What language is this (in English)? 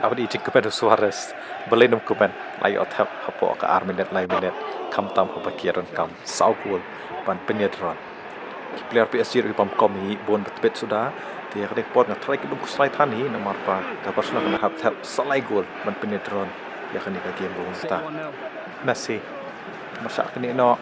Khasi